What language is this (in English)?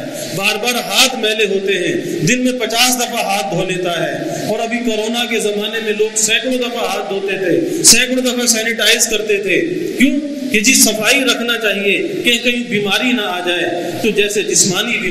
Urdu